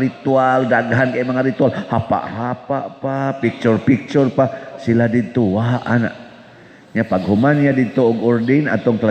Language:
Cebuano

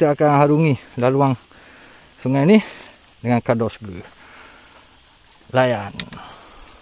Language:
Malay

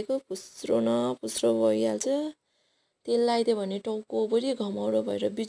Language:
Nepali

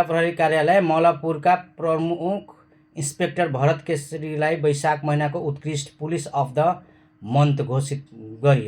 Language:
Nepali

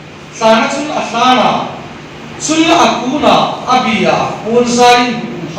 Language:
Hmar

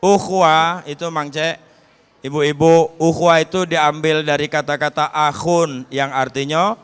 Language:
Musi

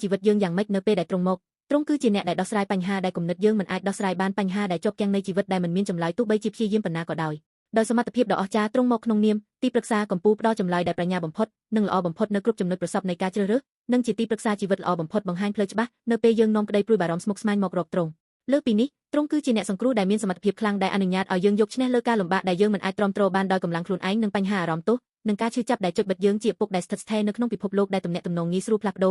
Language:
Khmer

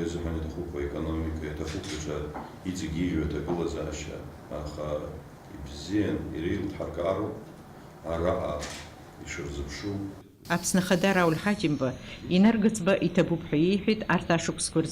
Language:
Abkhazian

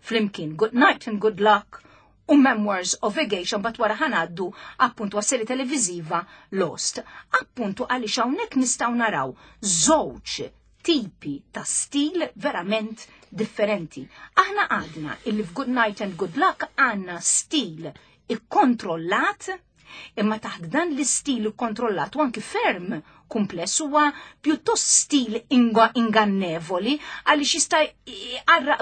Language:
Maltese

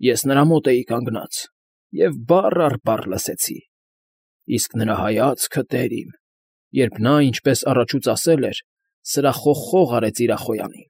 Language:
Armenian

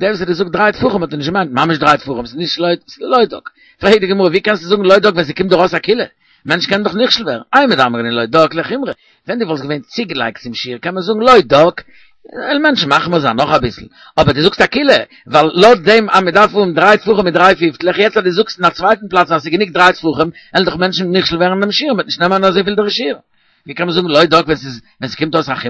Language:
Yiddish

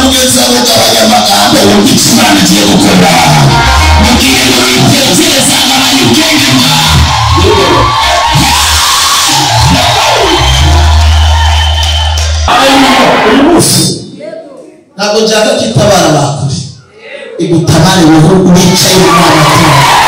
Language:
Kinyarwanda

